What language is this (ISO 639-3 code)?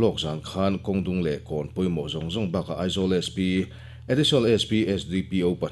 lus